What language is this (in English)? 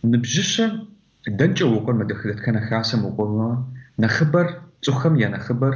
Kabardian